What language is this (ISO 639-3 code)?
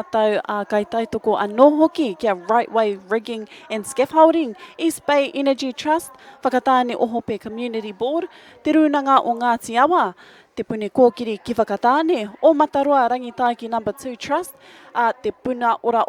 mri